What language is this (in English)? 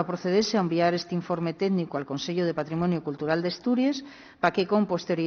Asturian